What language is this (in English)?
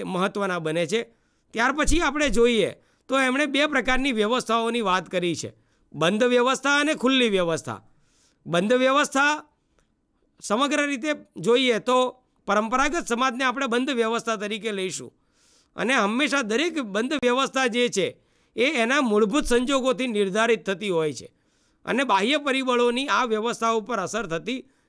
Gujarati